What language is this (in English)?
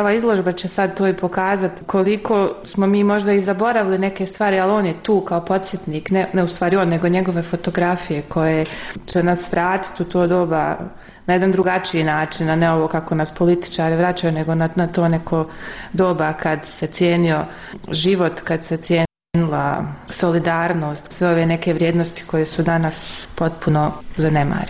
Bosnian